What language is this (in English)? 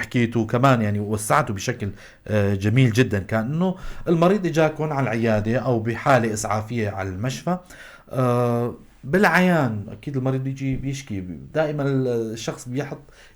North Levantine Arabic